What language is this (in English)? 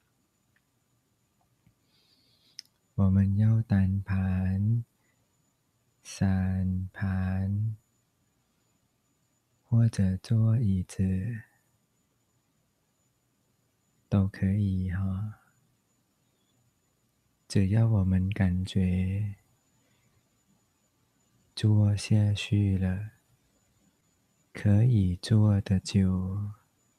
Chinese